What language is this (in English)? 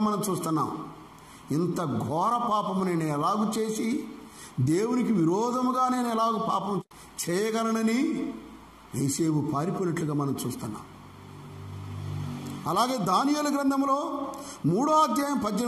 Telugu